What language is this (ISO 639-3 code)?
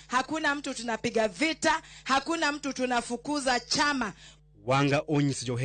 luo